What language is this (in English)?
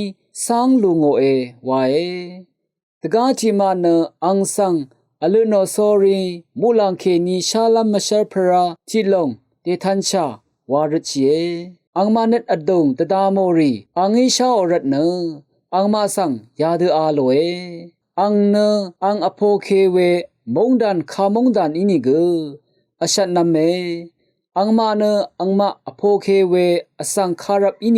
Rawang